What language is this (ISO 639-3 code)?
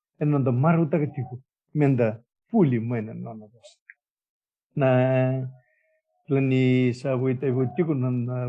fij